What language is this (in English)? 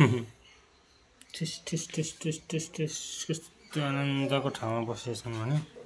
Nepali